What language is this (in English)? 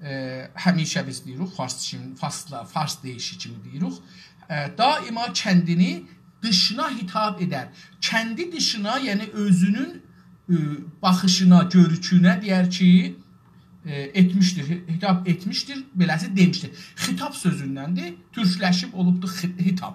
South Azerbaijani